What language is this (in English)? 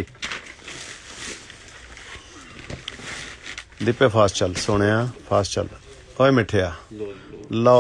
Punjabi